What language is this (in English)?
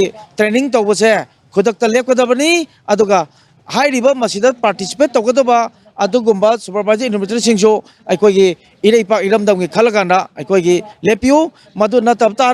Manipuri